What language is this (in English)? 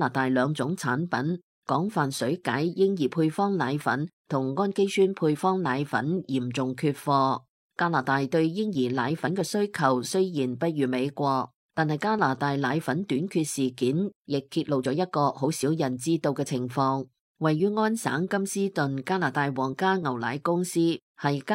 Cantonese